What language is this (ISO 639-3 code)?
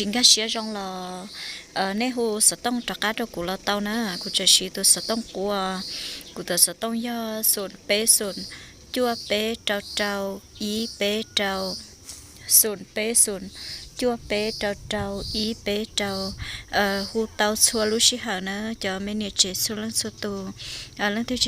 hmn